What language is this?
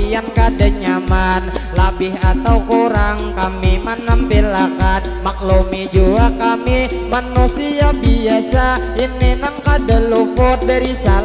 Banjar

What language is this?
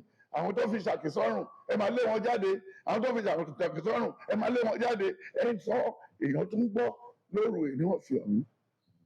Yoruba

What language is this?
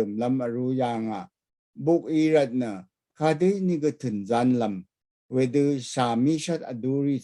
Rawang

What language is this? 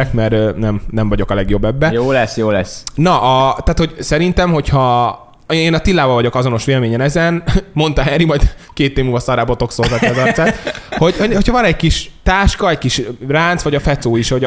Hungarian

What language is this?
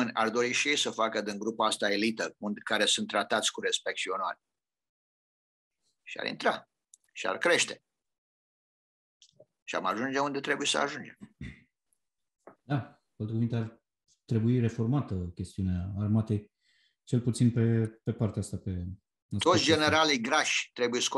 Romanian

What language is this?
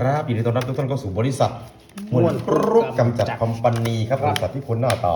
Northeastern Thai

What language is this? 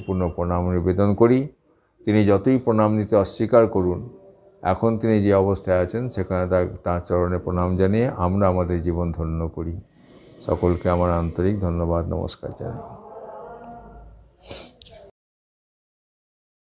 Bangla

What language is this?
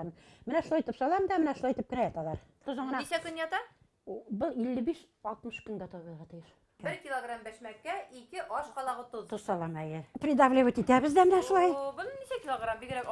Bashkir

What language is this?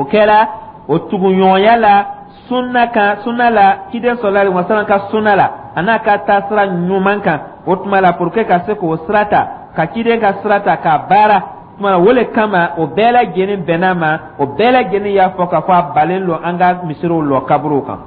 Dyula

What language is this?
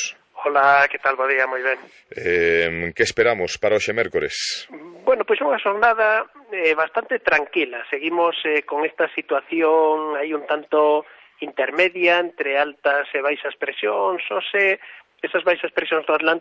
Galician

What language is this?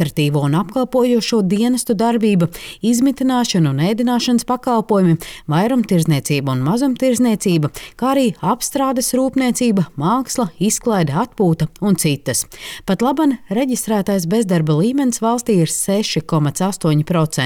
Latvian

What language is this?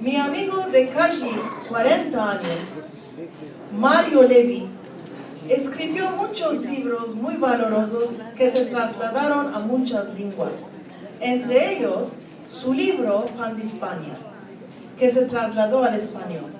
Ladino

